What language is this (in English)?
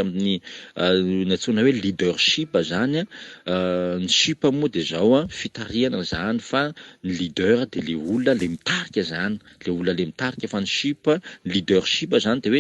Malagasy